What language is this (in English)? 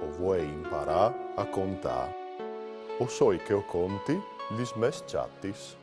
Friulian